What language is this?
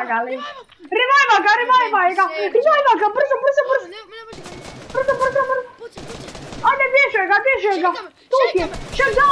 Croatian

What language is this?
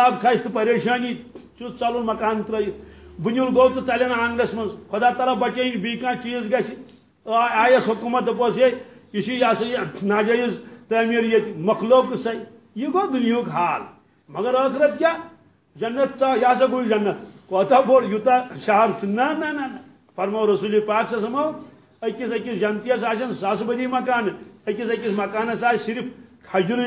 Kashmiri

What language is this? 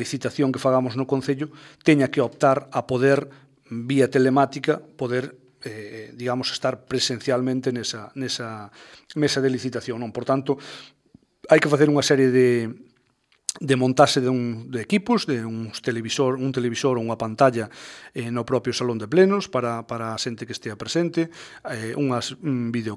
Galician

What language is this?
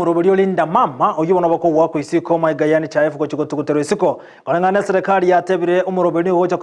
Gusii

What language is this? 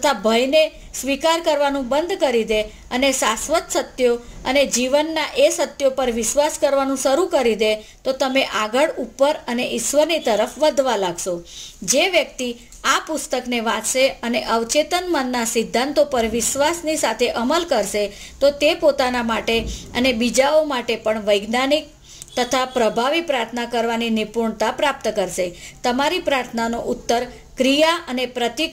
Gujarati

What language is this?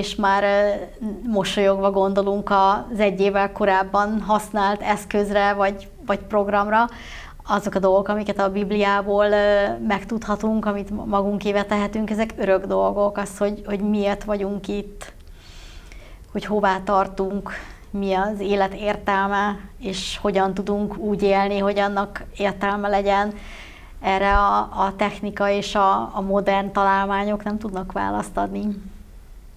Hungarian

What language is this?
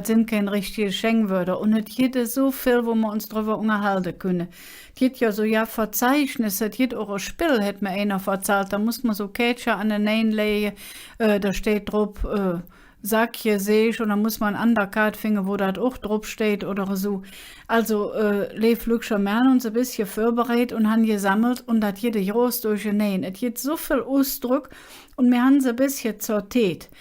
Colognian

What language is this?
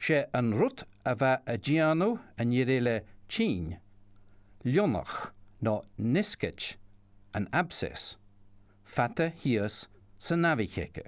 Scottish Gaelic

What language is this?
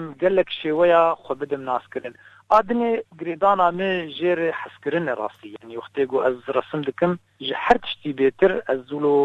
Kurdish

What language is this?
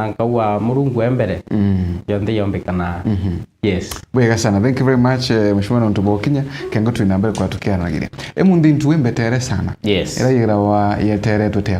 Meru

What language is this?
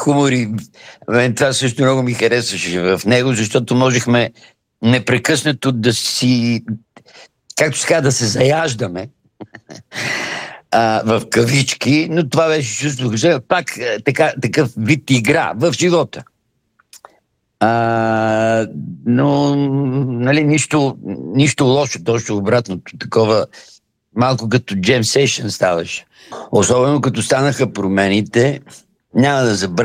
Bulgarian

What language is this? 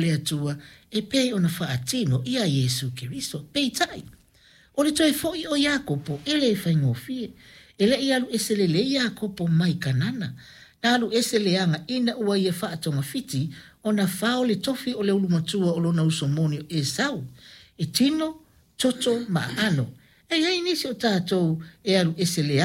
Samoan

